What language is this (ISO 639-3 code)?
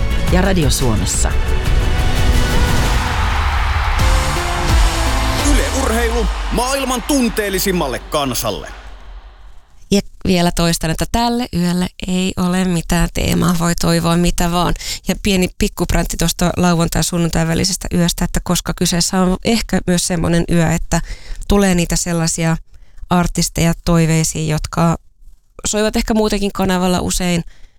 fin